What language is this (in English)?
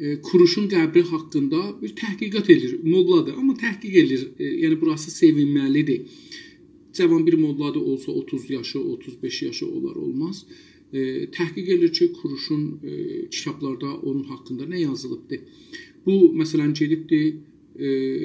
South Azerbaijani